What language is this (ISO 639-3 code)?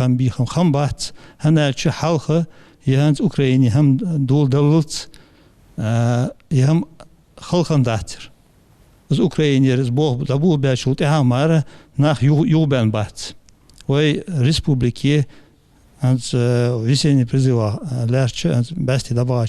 inh